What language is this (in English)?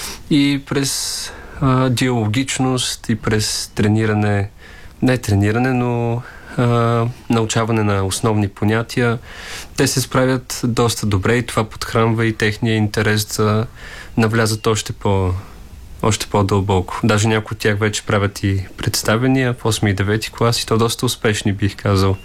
Bulgarian